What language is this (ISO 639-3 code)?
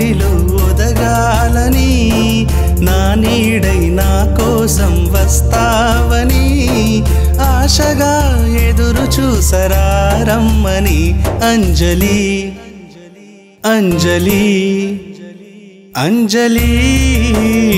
tel